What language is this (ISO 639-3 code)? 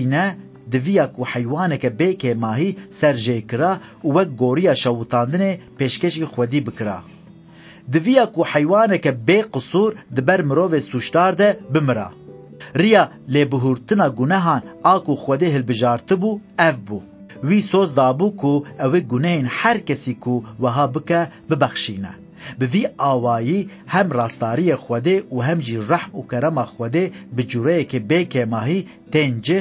kur